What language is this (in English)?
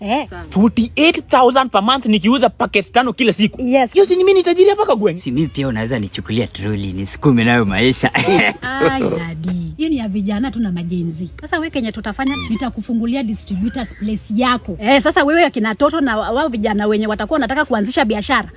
Swahili